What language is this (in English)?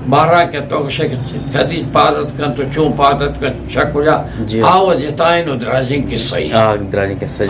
Eastern Balochi